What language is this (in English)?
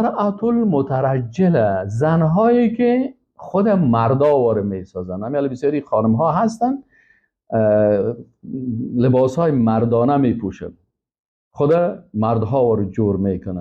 Persian